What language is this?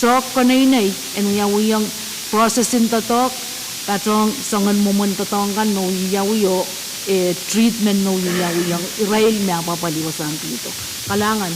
Pohnpeian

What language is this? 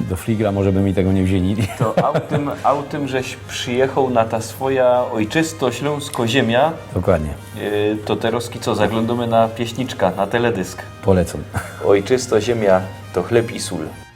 Silesian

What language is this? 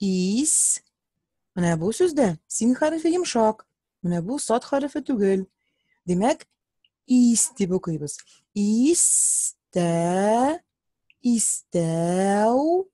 Tatar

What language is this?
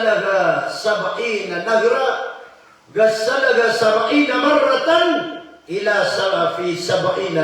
Maranao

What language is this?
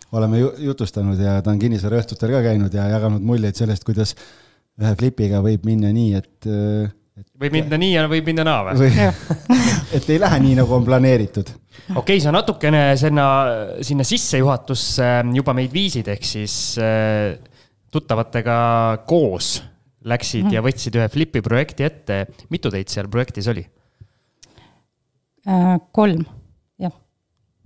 Estonian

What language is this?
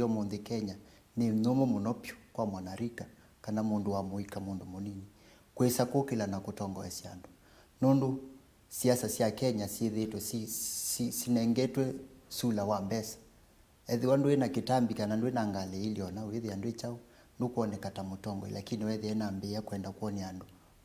Kamba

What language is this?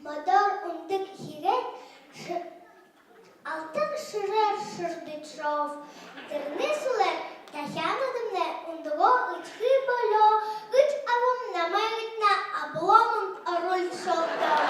Buriat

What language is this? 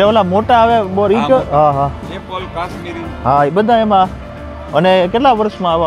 Gujarati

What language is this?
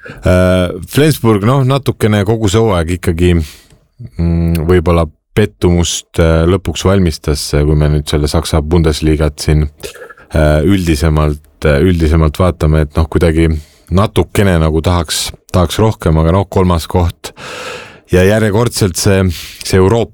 Estonian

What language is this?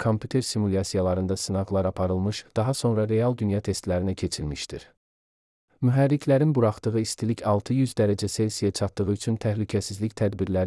Azerbaijani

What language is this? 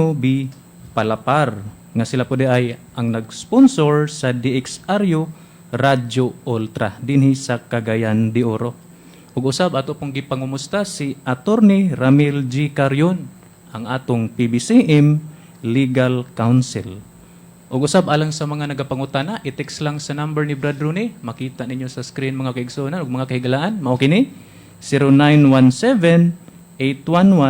Cebuano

